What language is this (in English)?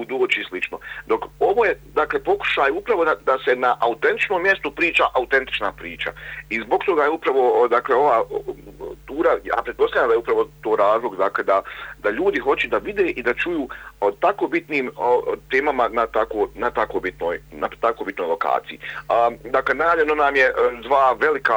Bosnian